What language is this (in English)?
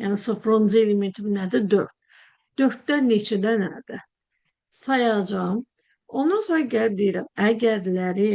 Azerbaijani